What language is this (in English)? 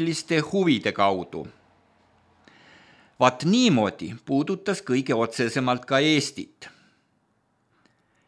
Estonian